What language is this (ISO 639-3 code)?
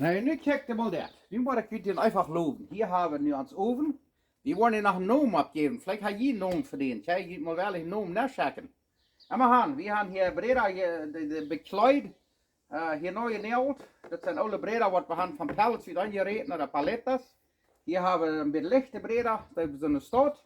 pdt